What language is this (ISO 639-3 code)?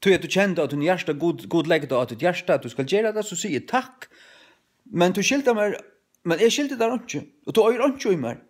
fao